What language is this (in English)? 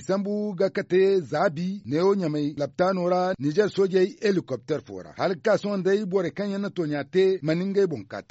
Zarma